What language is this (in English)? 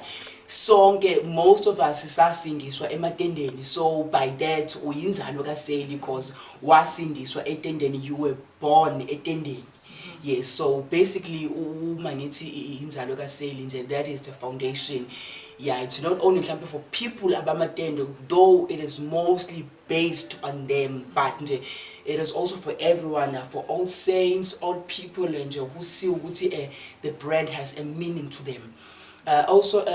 Zulu